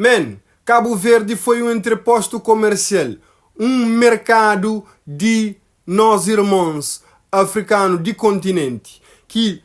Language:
Kabuverdianu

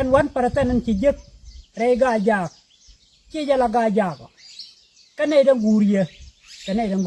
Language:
Nuer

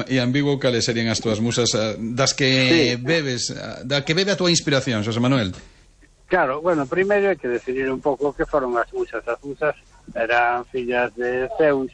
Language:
Galician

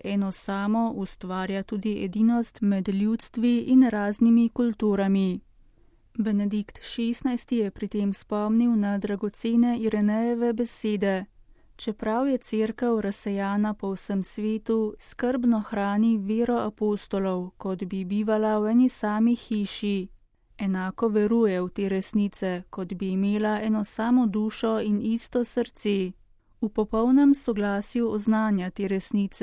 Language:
Slovenian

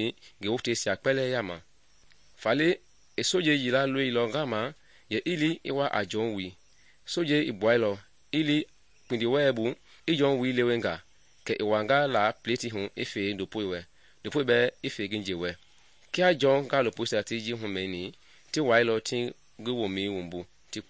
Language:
Mende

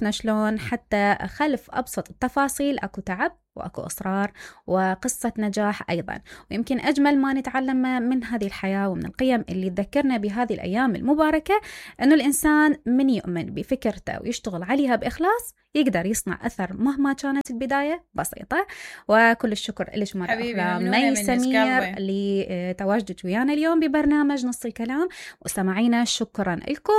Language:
Mesopotamian Arabic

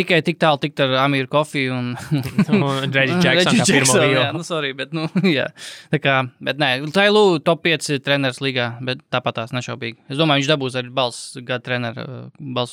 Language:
Latvian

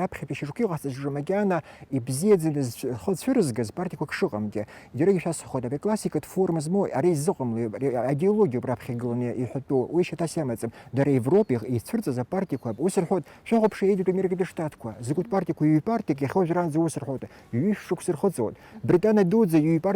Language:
Abkhazian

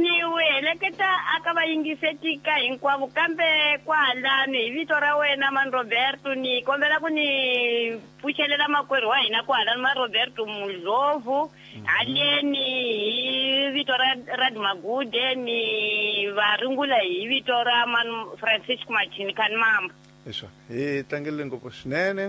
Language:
Tsonga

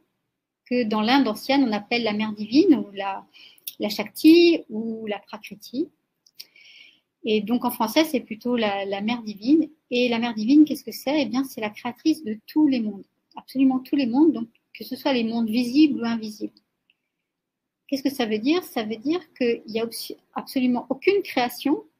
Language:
French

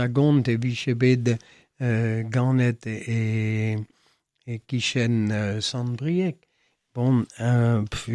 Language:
Breton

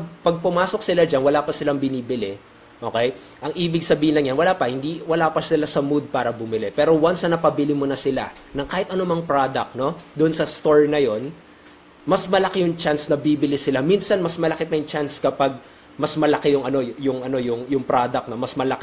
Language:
Filipino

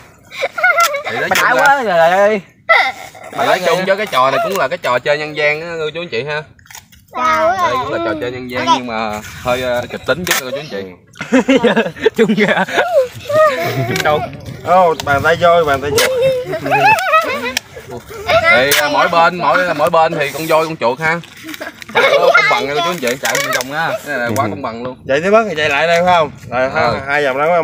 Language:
Vietnamese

